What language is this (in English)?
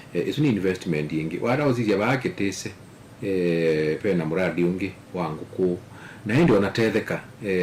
Kamba